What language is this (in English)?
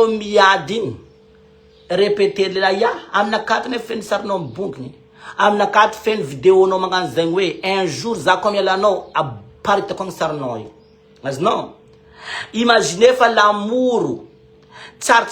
Malagasy